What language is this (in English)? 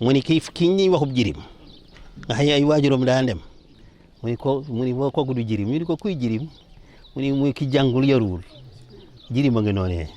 Wolof